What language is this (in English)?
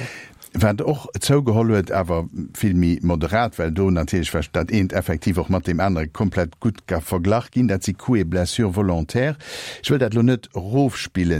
Luxembourgish